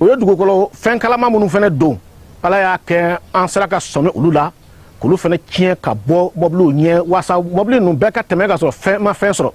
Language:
Bambara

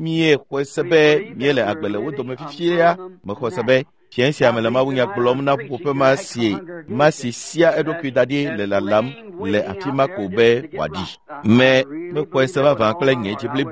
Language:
Ewe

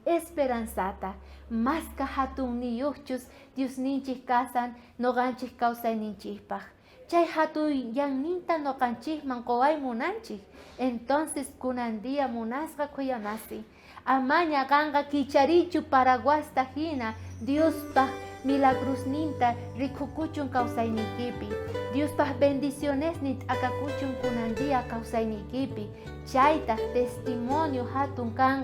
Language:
South Bolivian Quechua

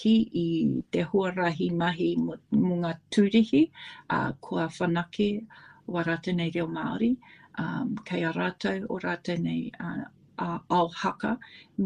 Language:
Māori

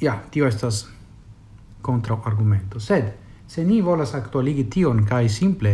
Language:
Esperanto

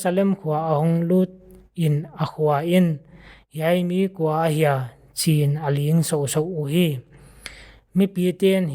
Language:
Paite Chin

